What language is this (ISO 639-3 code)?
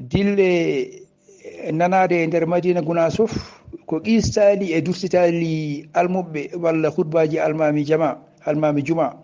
ful